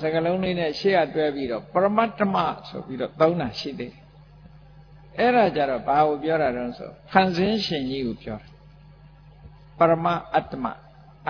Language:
Burmese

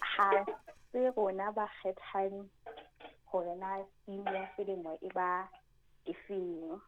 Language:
Southern Sotho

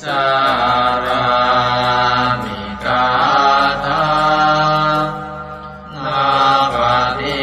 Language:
Pali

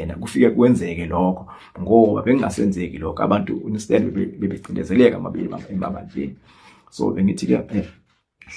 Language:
Zulu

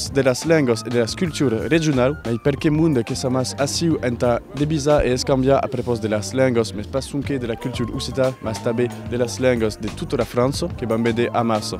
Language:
Occitan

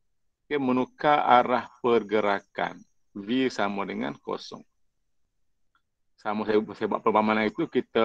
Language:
Malay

